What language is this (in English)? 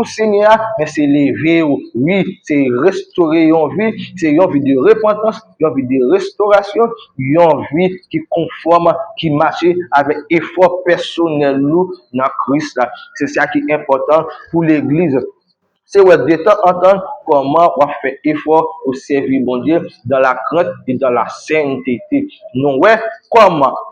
Haitian Creole